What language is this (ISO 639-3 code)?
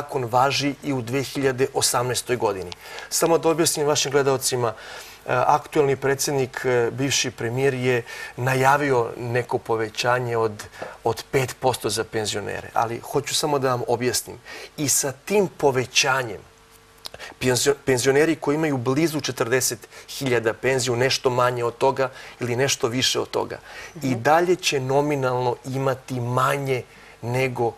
srp